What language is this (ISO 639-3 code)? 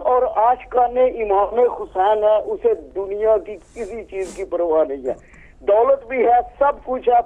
urd